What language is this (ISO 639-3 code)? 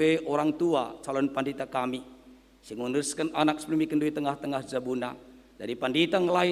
btx